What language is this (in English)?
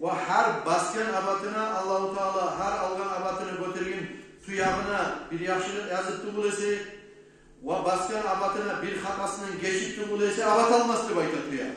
Kumyk